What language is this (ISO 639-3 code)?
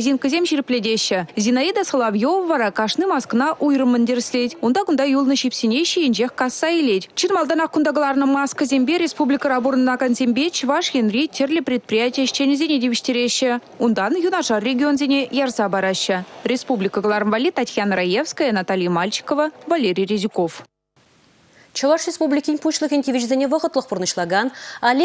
chv